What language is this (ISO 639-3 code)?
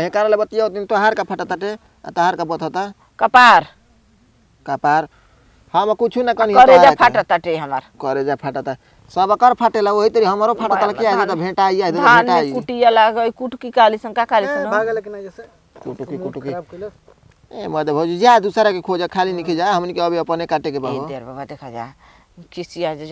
bho